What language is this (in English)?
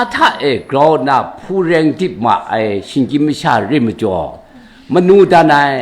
Kachin